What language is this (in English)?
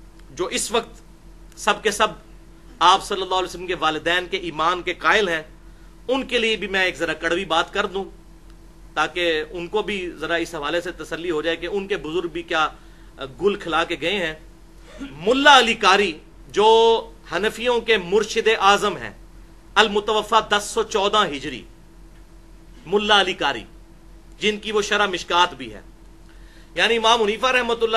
Urdu